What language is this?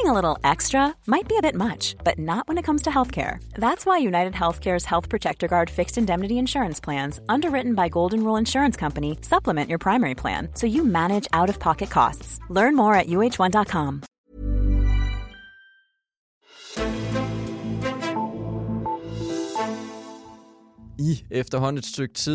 Danish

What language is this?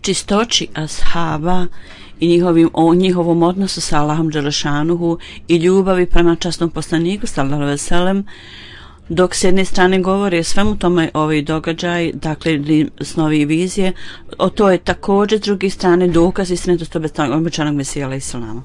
Bosnian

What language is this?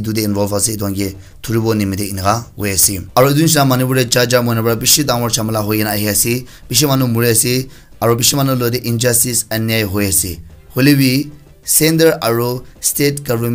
Naga Pidgin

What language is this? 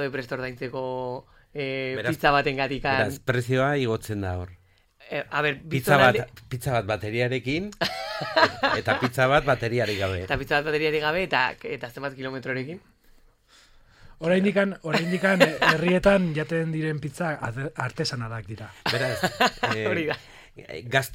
Basque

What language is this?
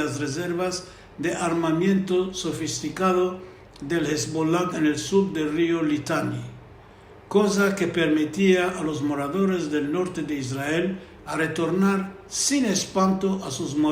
Ladino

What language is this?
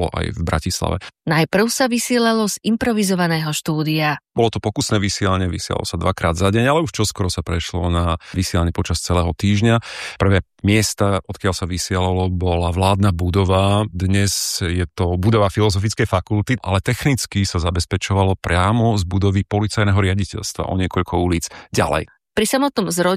Slovak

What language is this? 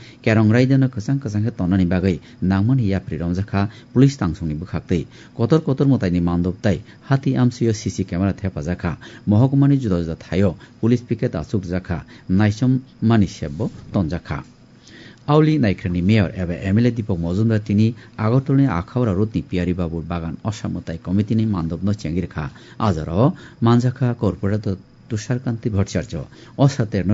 Kok Borok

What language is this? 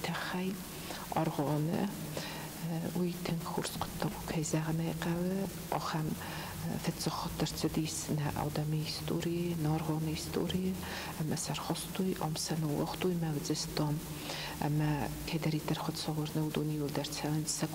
Ossetic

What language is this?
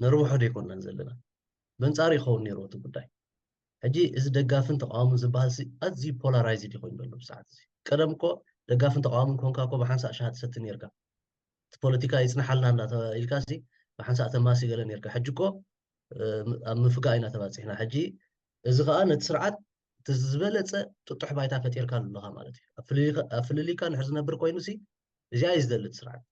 Tigrinya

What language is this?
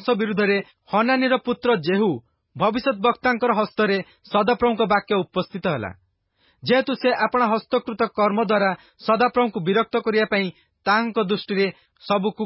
Odia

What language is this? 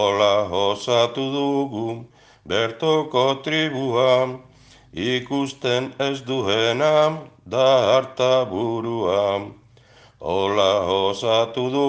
Basque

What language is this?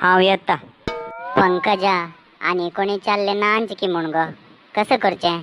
Konkani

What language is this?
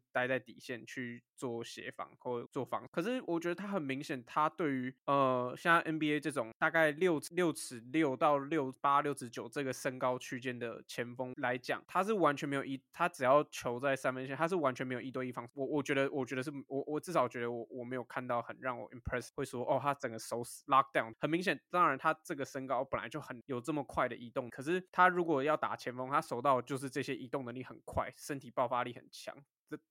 Chinese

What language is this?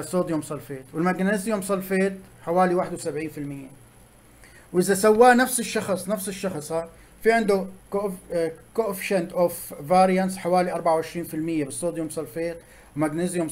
Arabic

